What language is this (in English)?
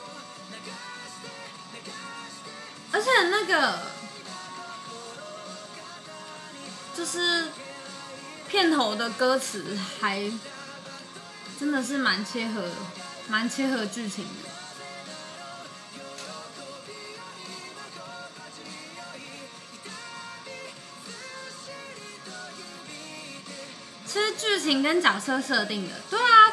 Chinese